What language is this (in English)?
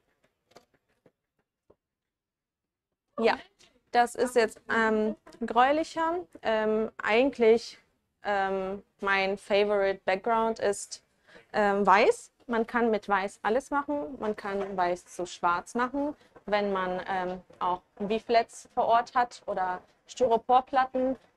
German